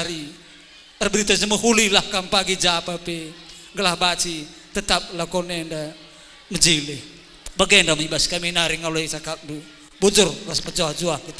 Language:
Batak Karo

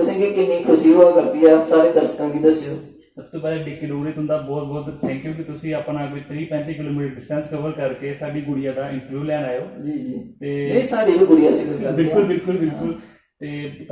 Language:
Dogri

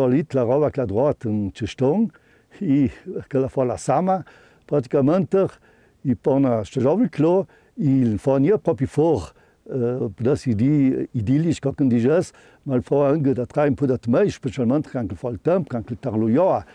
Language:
Ladin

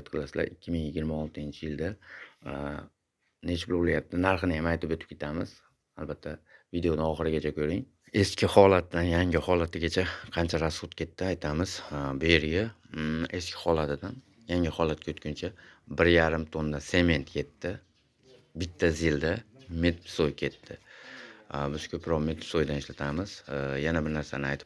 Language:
Uzbek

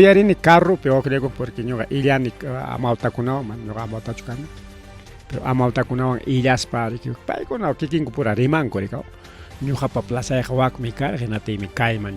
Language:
Ayacucho Quechua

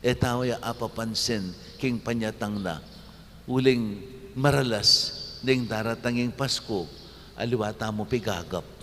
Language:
Pampanga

